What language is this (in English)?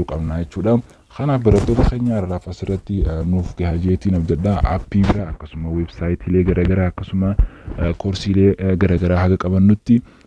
Oromo